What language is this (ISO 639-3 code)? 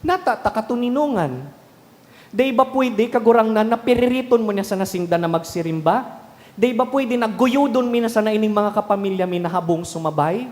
bik